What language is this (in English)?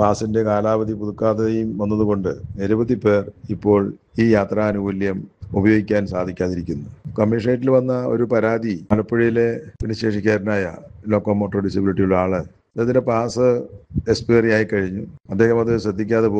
Malayalam